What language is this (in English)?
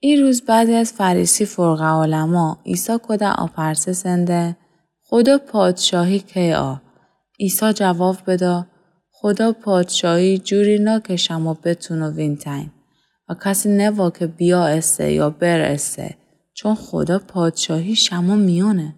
Gilaki